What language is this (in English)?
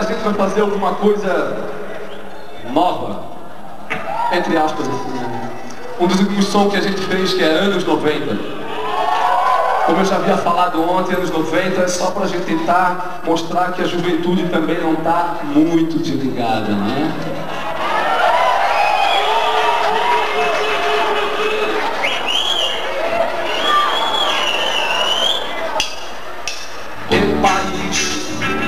Portuguese